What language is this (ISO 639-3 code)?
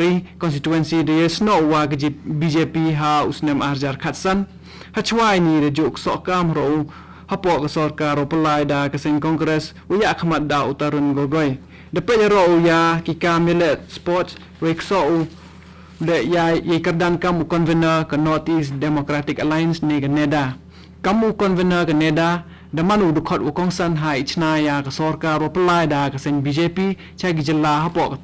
kha